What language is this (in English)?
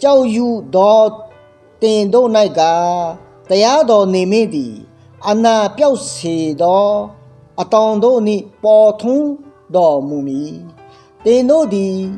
Akha